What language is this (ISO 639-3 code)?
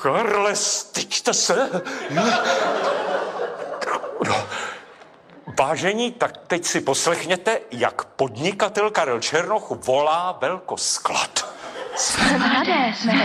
ces